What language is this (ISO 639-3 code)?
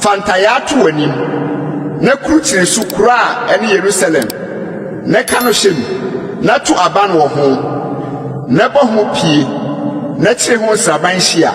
aka